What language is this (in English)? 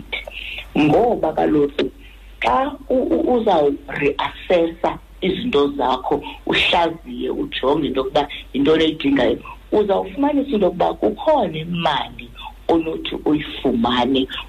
Xhosa